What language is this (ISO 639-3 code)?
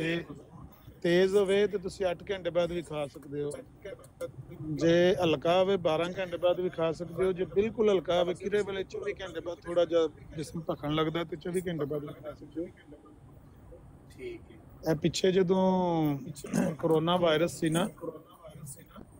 pan